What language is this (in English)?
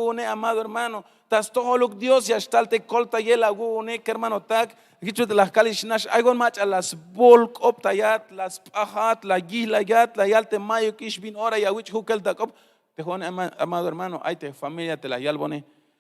Tzeltal